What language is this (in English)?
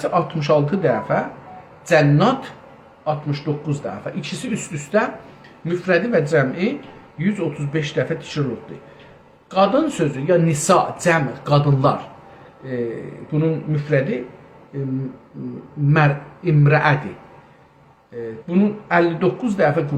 South Azerbaijani